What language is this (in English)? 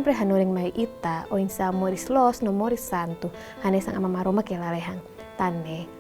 Tetum